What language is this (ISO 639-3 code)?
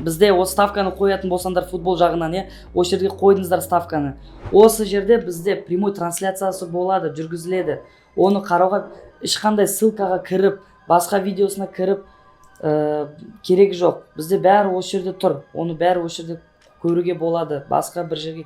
kaz